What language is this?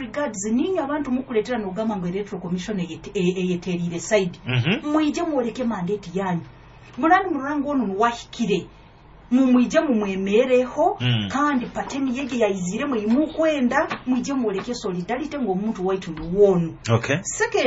Nyoro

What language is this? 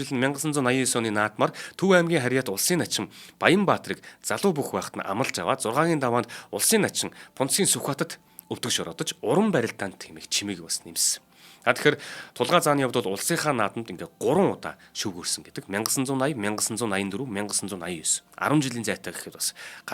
Mongolian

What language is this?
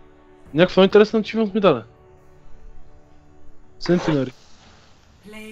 Bulgarian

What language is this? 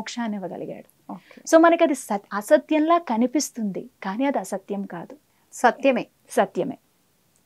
Telugu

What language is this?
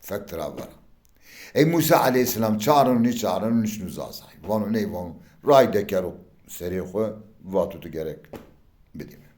Zaza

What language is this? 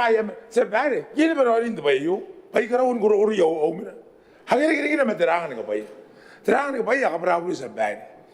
Gilbertese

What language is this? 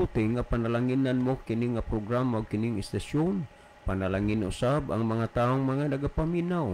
Cebuano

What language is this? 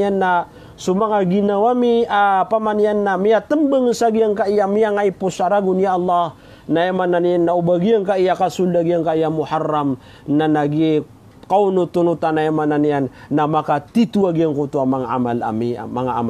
Maranao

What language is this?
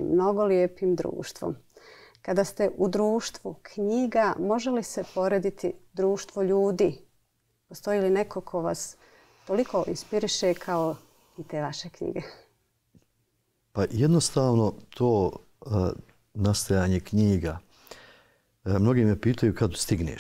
Bosnian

